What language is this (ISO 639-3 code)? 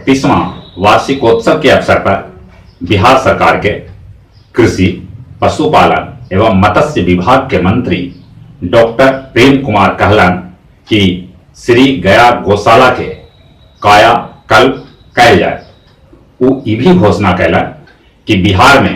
mag